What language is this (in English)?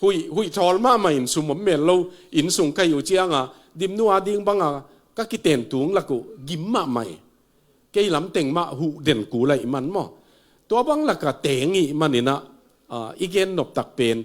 Tedim Chin